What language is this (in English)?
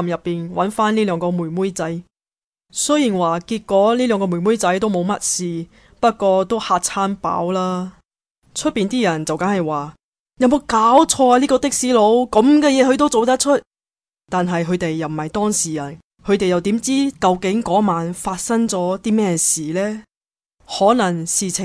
Cantonese